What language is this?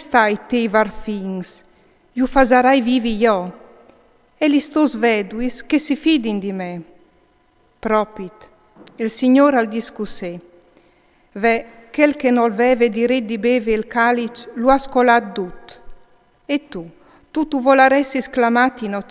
Friulian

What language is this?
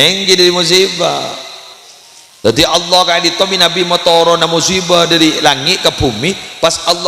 Madurese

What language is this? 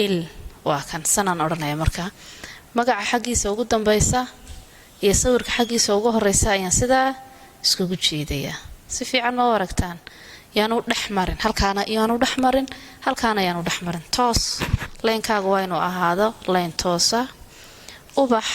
Somali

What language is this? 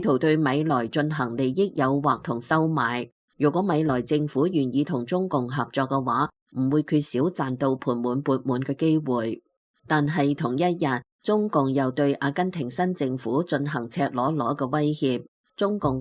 Cantonese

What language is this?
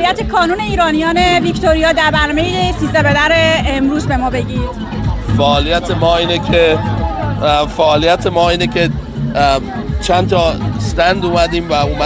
Persian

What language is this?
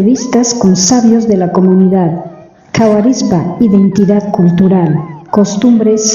South Bolivian Quechua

